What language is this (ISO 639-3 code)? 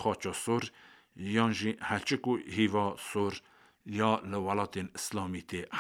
kur